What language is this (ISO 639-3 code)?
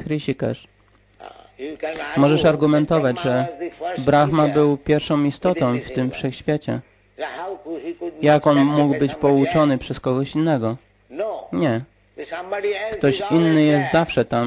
pol